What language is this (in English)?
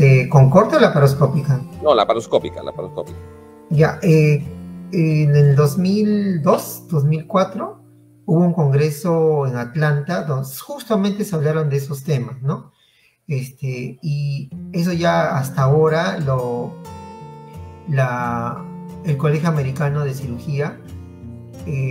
Spanish